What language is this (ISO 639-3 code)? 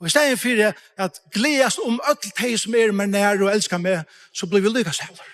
fao